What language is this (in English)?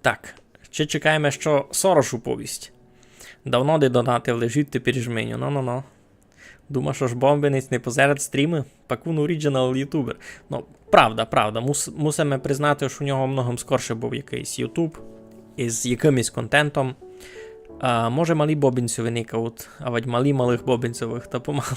Rusyn